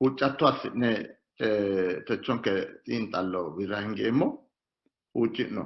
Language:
Sidamo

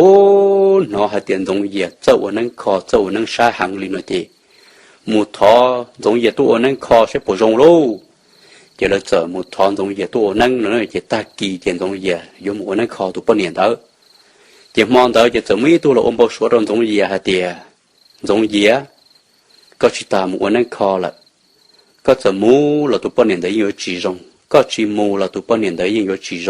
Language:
Hmong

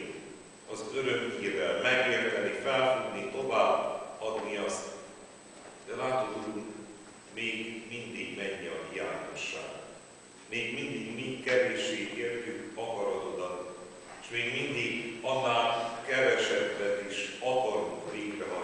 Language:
Hungarian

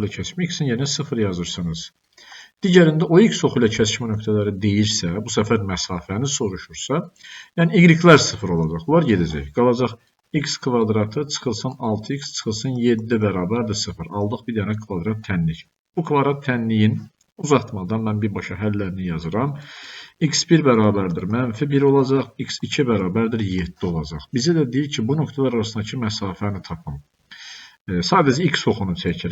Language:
Azerbaijani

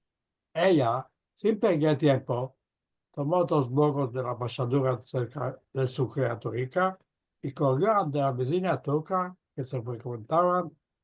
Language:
Ladino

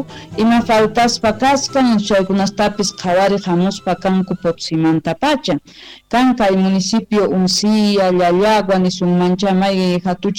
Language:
Quechua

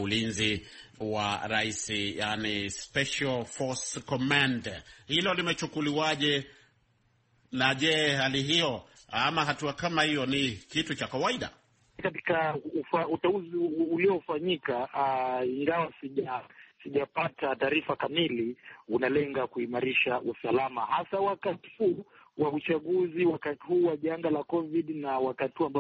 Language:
Swahili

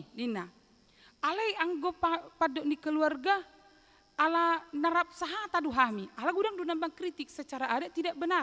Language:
Batak Toba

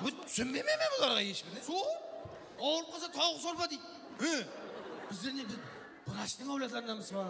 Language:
Kara-Kalpak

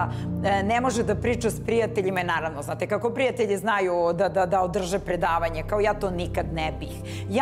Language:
Serbian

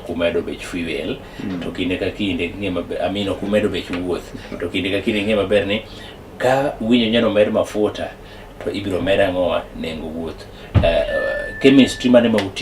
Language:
Luo (Kenya and Tanzania)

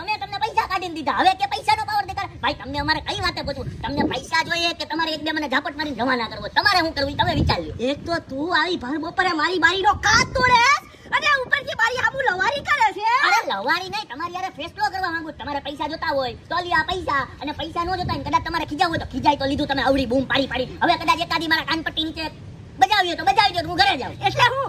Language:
Gujarati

